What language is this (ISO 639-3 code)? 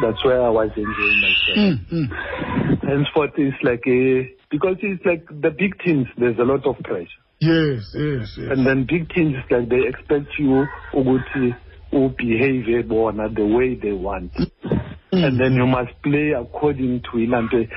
xho